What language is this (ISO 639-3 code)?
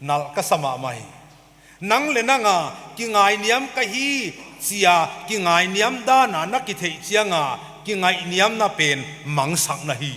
pck